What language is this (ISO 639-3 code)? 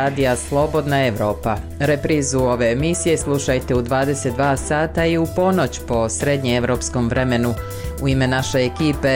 bos